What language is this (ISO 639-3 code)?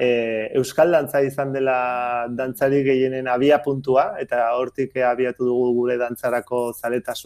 eus